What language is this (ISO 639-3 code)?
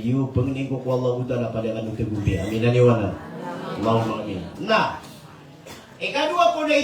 mrw